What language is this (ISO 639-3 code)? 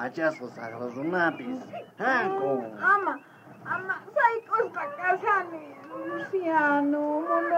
quh